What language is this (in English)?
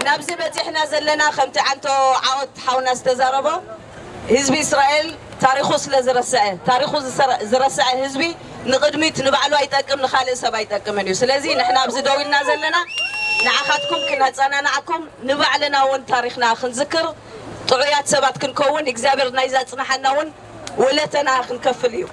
Tigrinya